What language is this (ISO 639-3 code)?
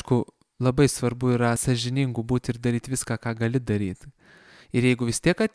lit